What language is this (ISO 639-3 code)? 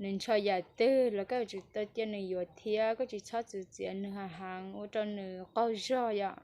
hmn